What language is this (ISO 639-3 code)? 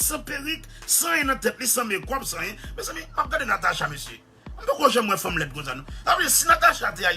hat